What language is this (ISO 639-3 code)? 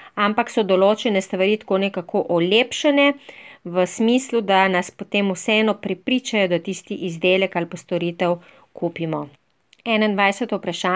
slv